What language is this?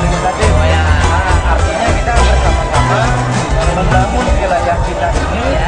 Banjar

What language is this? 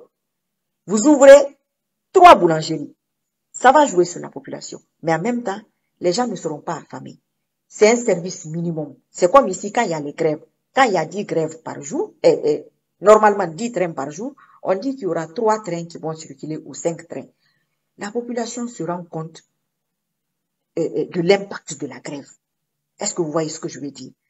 French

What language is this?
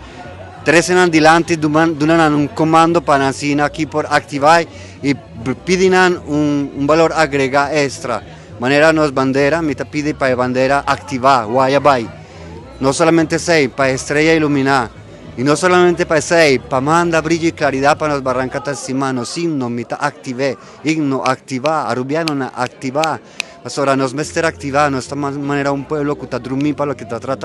Papiamento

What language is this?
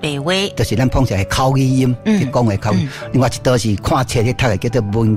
Min Nan Chinese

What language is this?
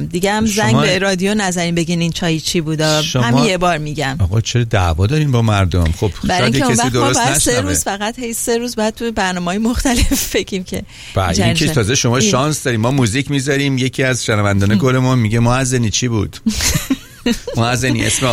Persian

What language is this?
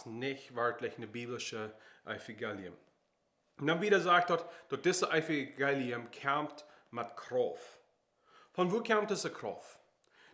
Plautdietsch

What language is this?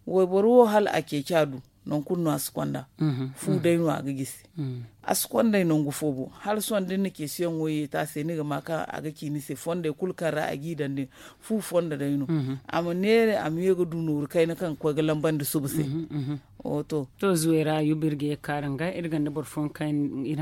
Zarma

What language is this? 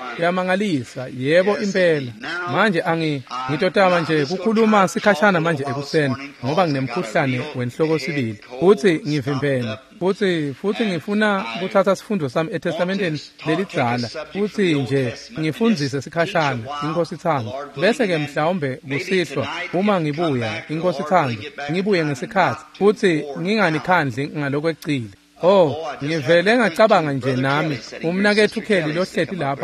Swati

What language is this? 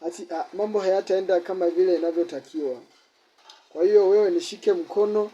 Swahili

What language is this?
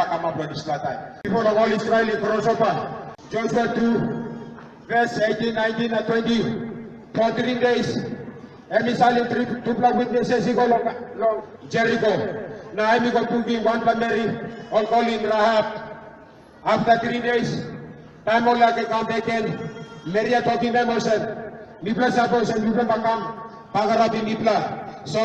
Tok Pisin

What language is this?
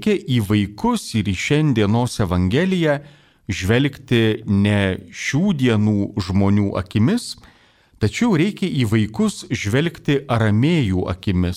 Lithuanian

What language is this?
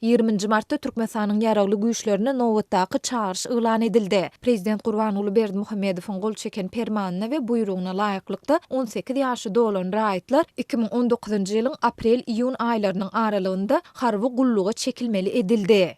Turkmen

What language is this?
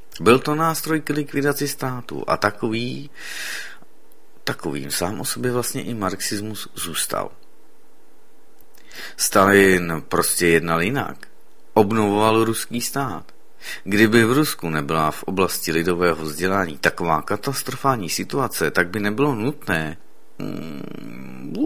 Czech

